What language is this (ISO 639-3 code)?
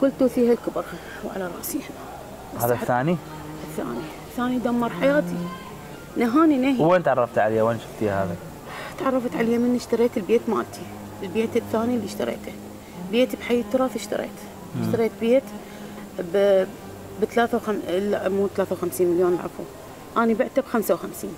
acm